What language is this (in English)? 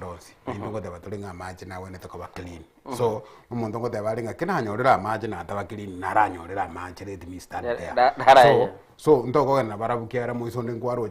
Gusii